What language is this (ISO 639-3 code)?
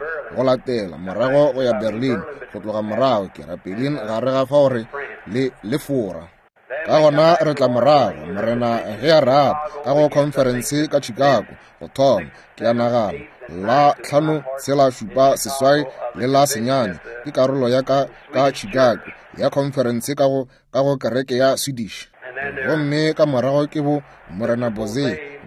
nso